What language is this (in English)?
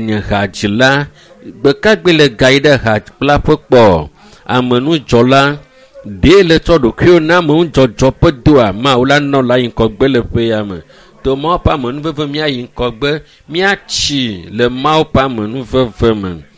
Ewe